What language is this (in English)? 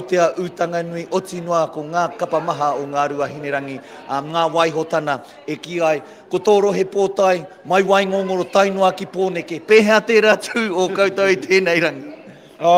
Māori